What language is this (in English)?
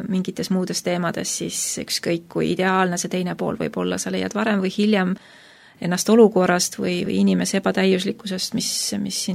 Estonian